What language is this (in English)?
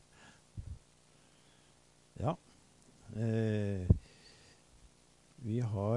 Norwegian